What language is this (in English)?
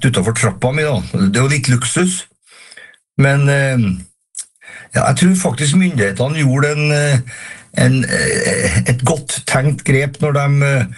Norwegian